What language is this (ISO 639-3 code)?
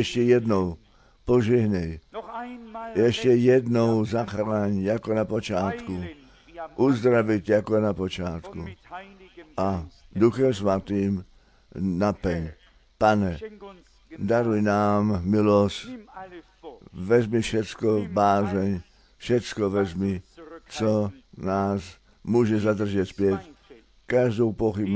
ces